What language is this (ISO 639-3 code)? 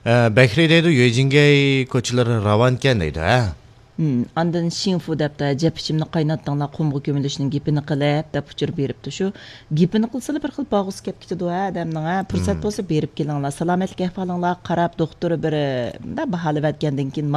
uig